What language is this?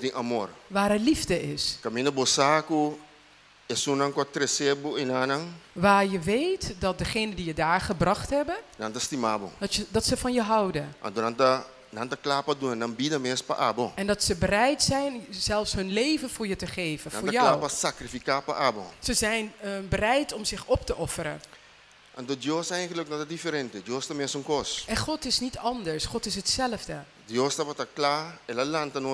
Papiamento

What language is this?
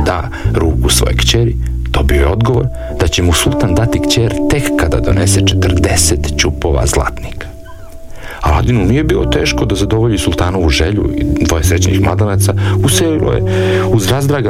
Serbian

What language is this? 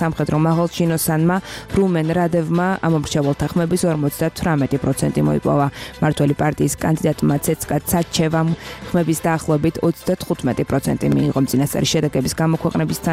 Georgian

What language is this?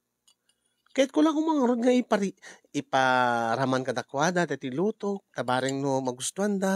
Iloko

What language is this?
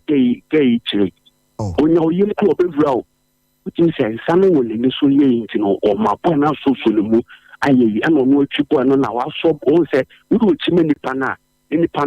Akan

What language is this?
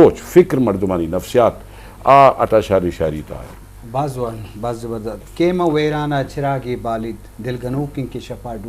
Eastern Balochi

